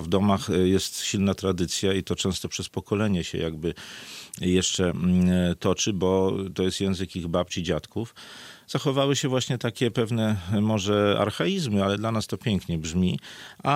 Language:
Polish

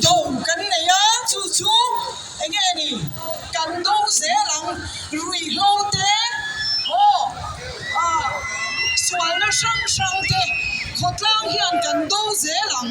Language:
Mizo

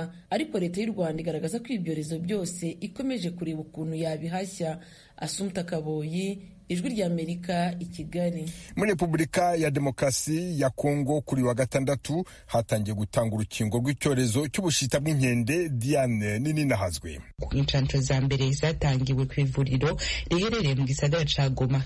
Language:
Kinyarwanda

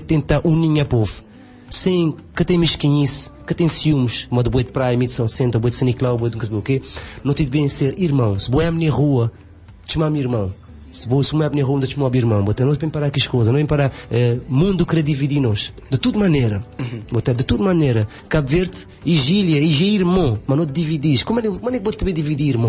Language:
Kabuverdianu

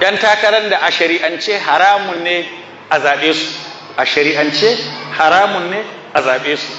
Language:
Hausa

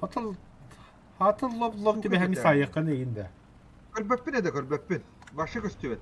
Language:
Yakut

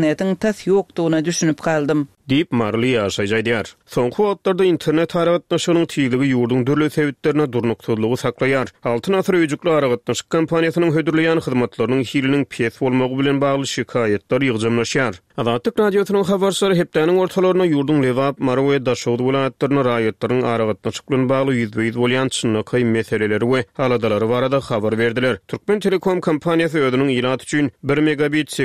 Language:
Turkmen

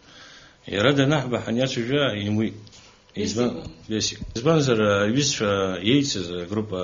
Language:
Abkhazian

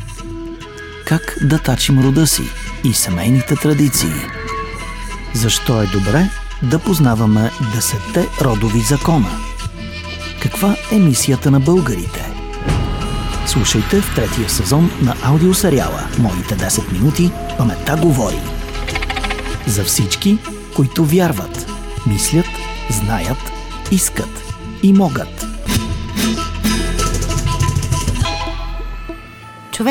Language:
Bulgarian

